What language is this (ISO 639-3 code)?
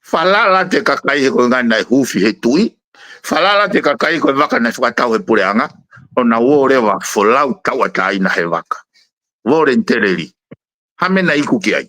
ton